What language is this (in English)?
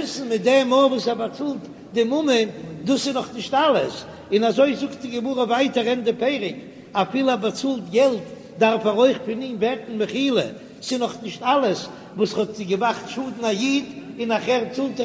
Yiddish